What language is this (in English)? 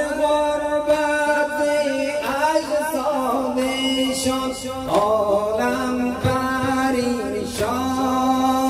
Persian